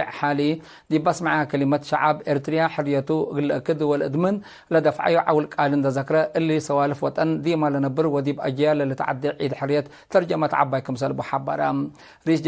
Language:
Tigre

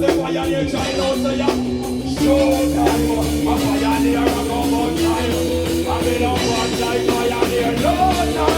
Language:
Jamaican Creole English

